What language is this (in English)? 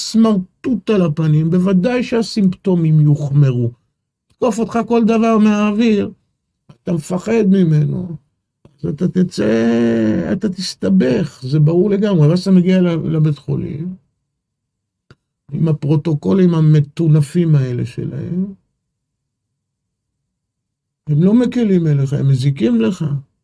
Hebrew